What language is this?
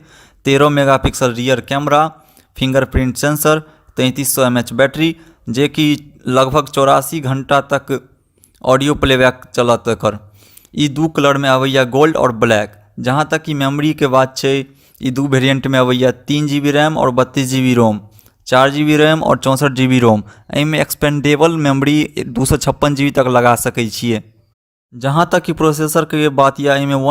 Maithili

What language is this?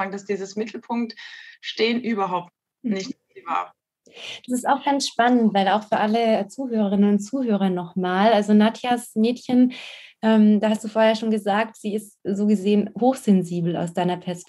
German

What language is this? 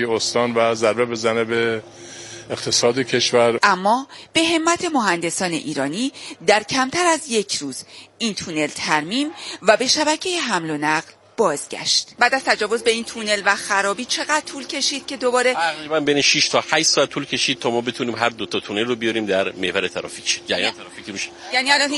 Persian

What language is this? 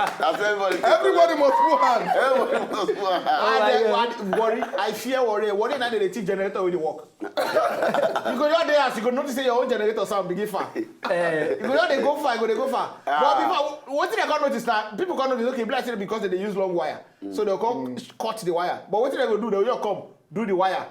Nigerian Pidgin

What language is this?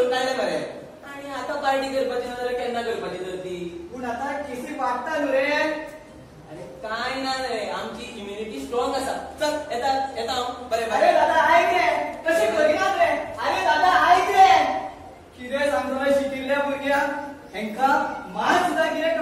Konkani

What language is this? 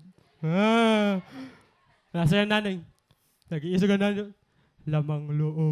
Waray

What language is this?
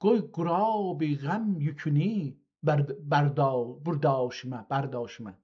South Azerbaijani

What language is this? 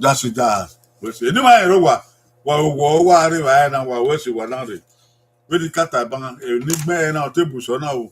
Bini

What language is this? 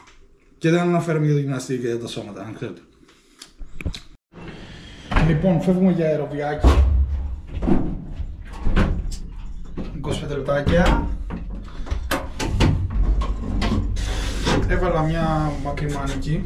Greek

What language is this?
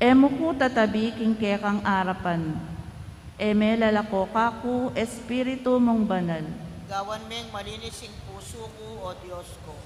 Pampanga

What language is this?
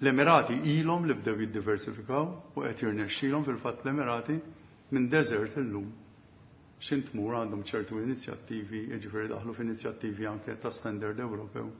Maltese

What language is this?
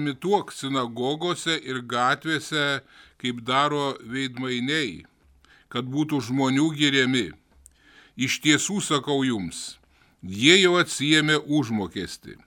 Lithuanian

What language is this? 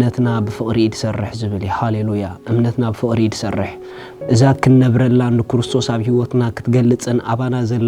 Tigrinya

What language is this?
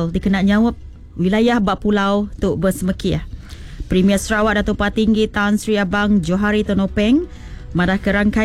Iban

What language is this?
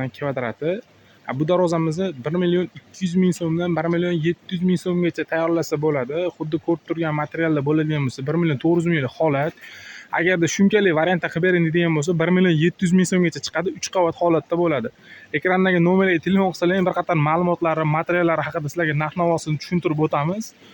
Uzbek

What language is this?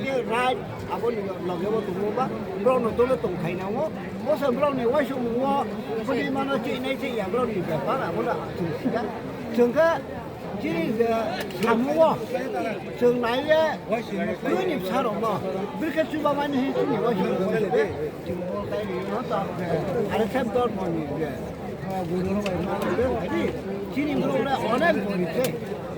Riang (India)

